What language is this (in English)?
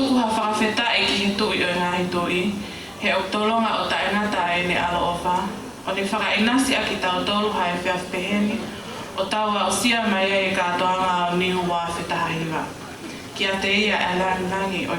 Tongan